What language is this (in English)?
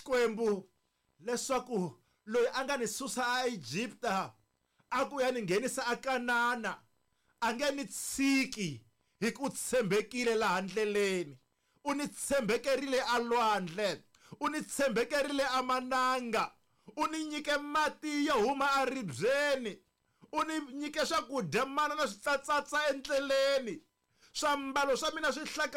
Tsonga